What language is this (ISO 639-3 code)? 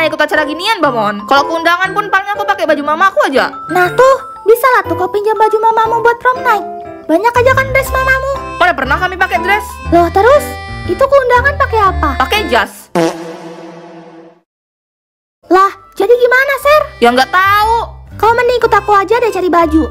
ind